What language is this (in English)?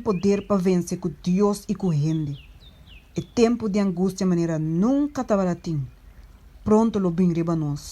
Papiamento